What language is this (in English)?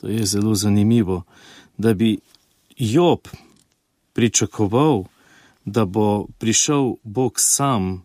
Slovenian